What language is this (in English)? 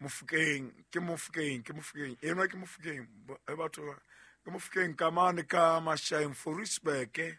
Southern Sotho